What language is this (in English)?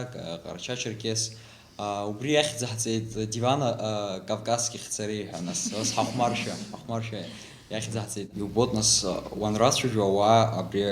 Abkhazian